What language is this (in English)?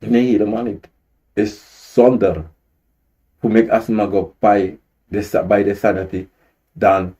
Sranan Tongo